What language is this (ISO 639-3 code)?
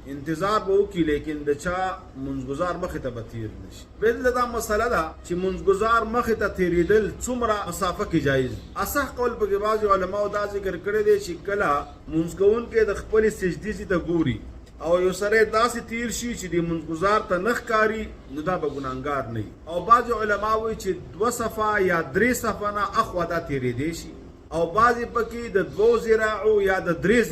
pus